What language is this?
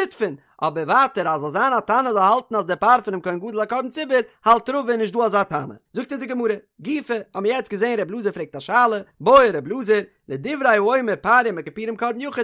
Yiddish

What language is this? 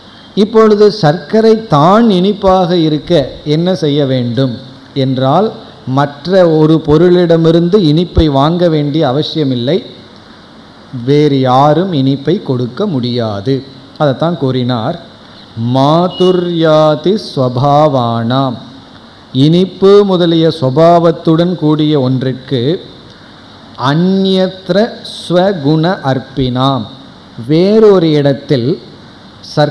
Tamil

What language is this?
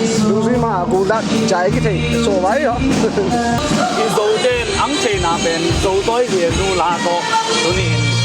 Tedim Chin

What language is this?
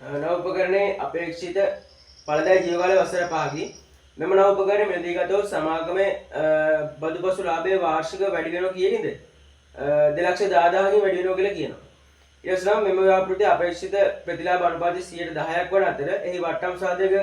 Sinhala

